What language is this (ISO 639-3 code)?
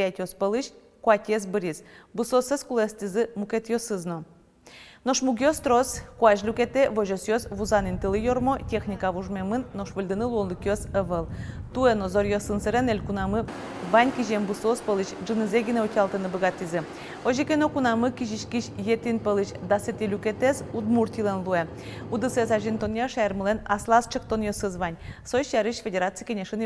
udm